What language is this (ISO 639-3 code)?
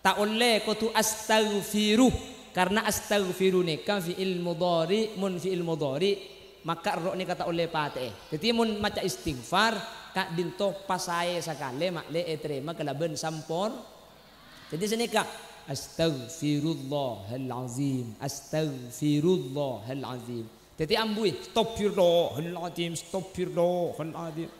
mad